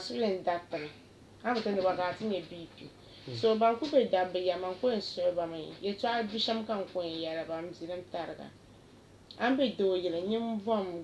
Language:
Dagbani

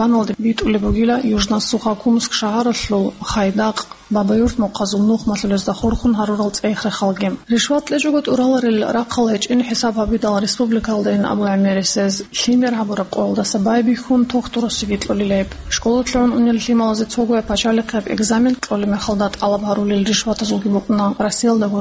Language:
Avaric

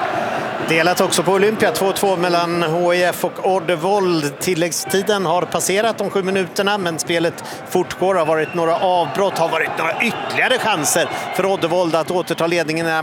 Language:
Swedish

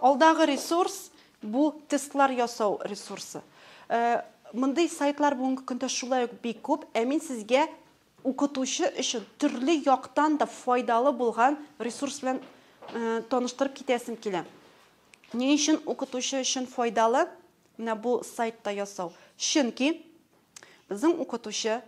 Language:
Tatar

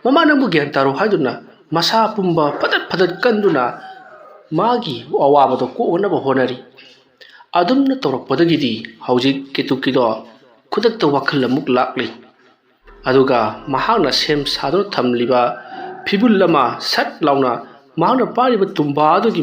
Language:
Manipuri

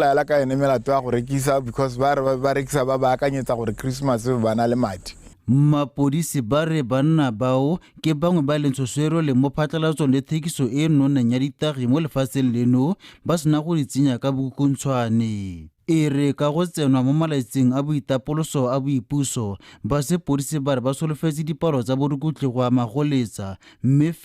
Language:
Tswana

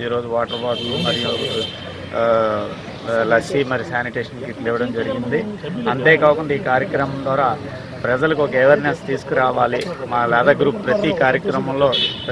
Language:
Telugu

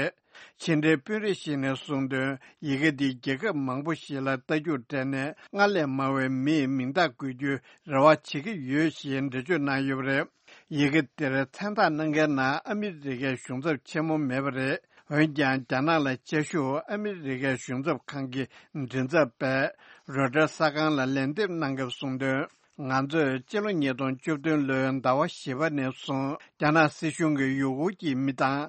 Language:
Tibetan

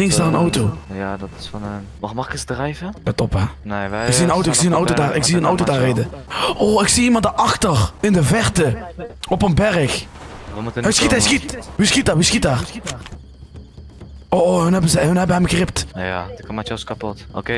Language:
Dutch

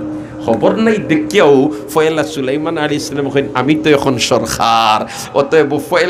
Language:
Sylheti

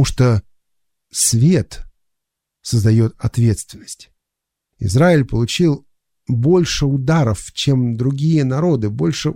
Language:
Russian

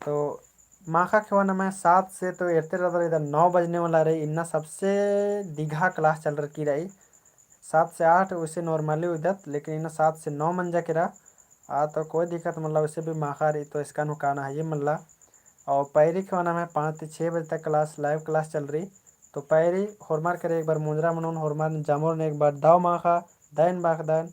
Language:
Kurukh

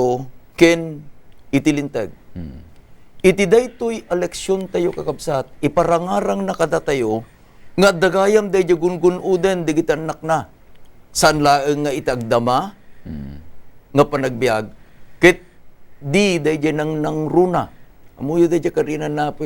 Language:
Iloko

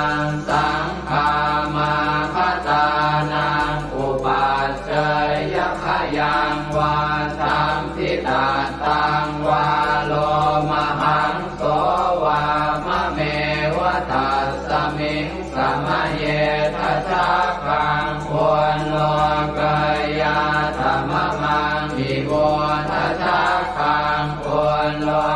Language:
Pali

